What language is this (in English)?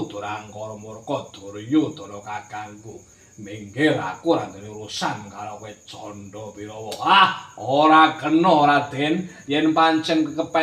Javanese